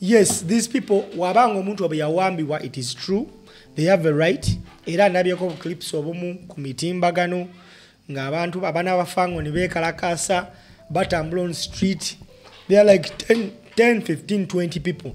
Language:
Ganda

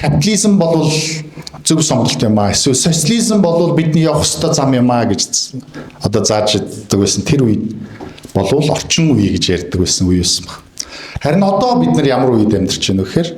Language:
Mongolian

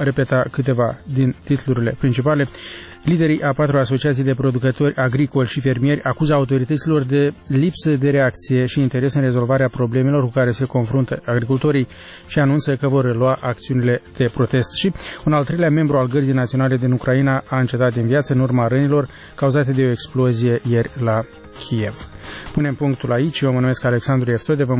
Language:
Romanian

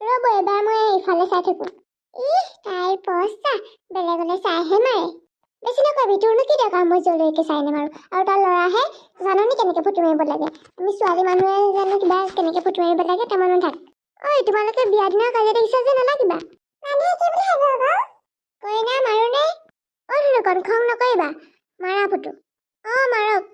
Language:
Assamese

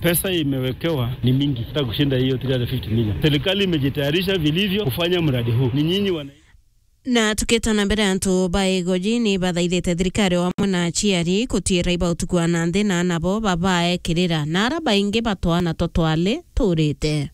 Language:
Meru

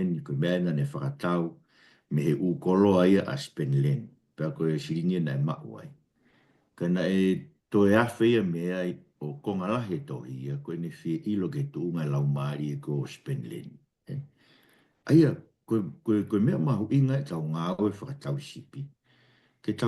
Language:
Tongan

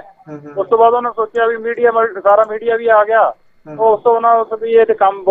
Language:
Punjabi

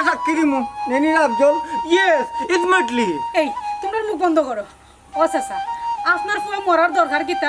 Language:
Sylheti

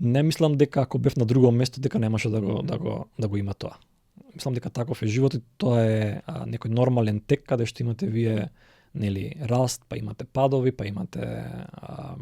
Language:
Macedonian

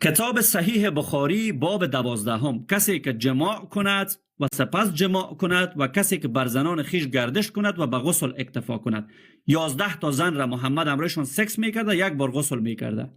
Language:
Persian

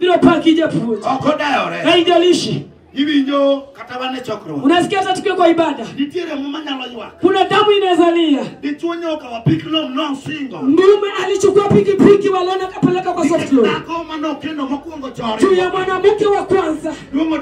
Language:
Luo (Kenya and Tanzania)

